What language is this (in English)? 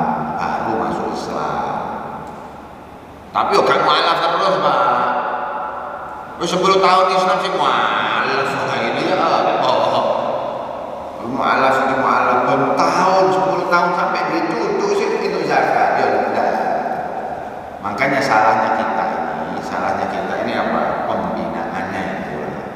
Indonesian